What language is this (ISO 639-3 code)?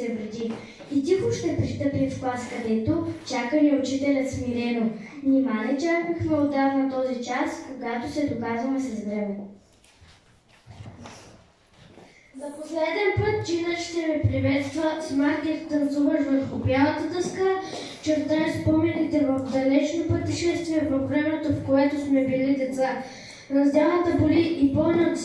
bul